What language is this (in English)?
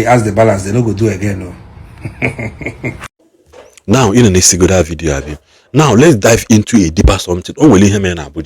Igbo